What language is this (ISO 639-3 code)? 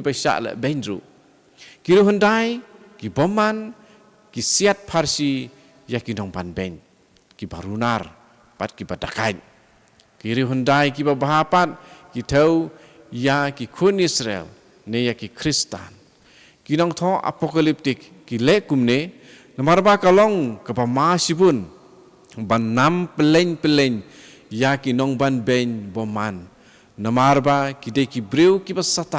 kha